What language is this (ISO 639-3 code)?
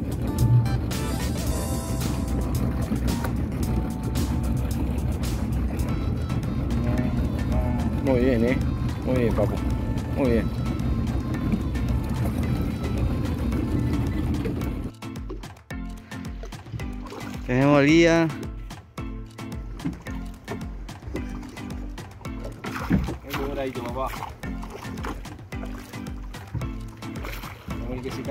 spa